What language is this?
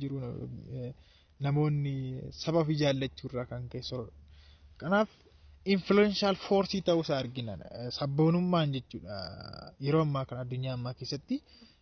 Oromo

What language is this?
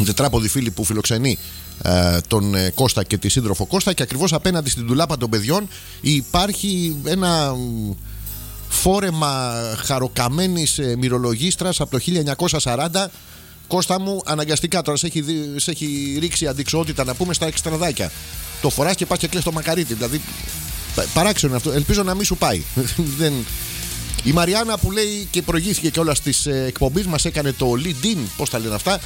Greek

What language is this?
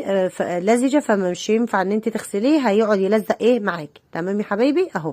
Egyptian Arabic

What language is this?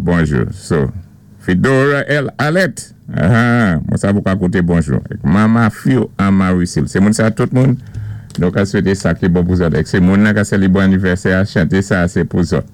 Saint Lucian Creole French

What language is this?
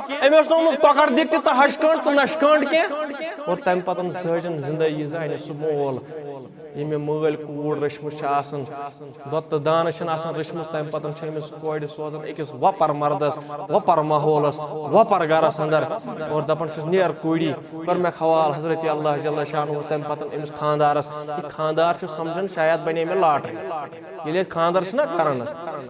Kashmiri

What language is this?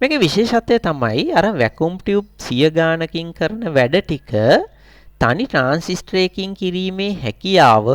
Sinhala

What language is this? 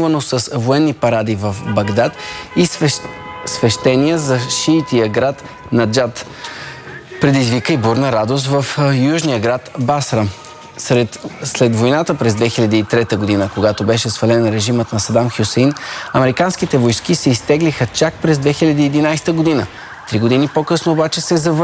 Bulgarian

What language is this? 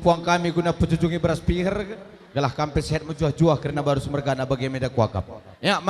Batak Karo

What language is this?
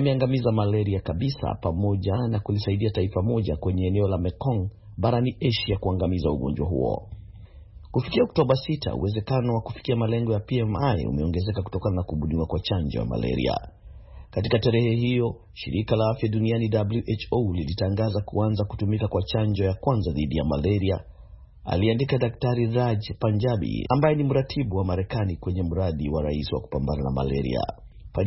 Swahili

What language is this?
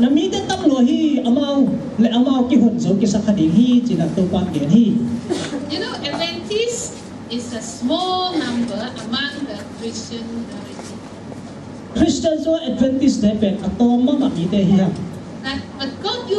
Tedim Chin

